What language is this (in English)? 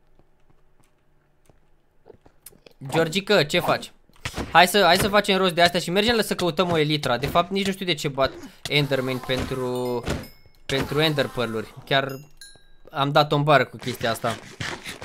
Romanian